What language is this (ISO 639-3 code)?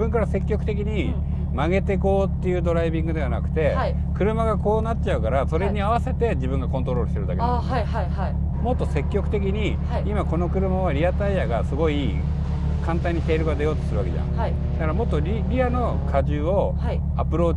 jpn